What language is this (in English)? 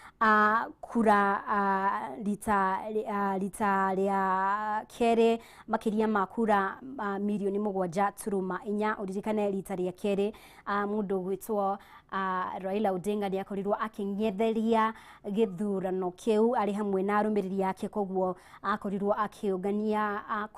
Kikuyu